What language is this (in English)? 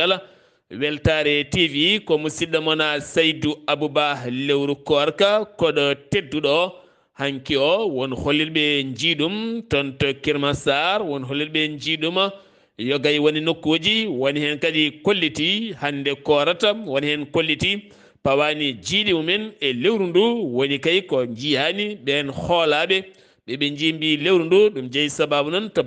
Fula